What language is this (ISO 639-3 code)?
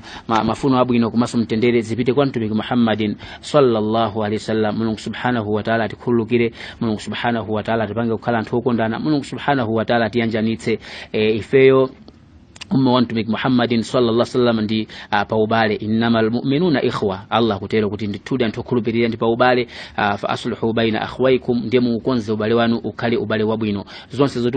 nya